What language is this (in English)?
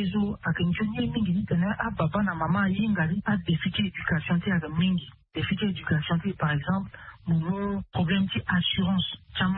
Sango